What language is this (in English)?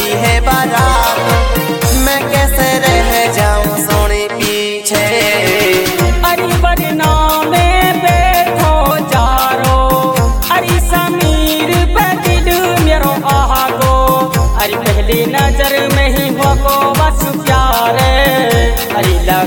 Haryanvi